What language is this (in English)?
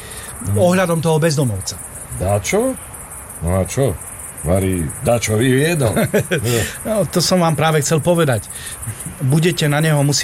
Slovak